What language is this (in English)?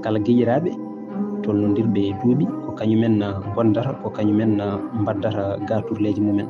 Fula